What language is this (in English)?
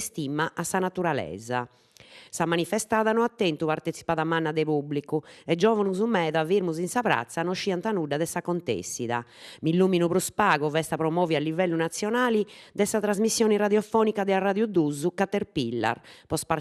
Sardinian